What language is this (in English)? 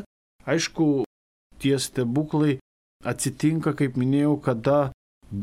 Lithuanian